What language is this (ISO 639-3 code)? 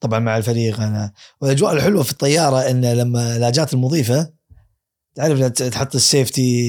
afb